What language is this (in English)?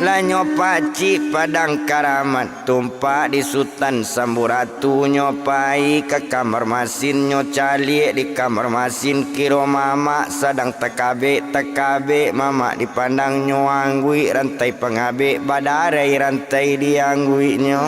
Minangkabau